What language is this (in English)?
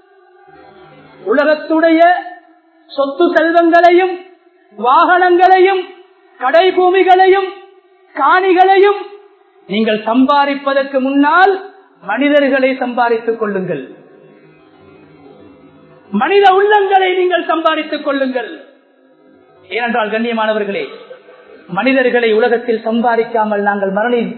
Tamil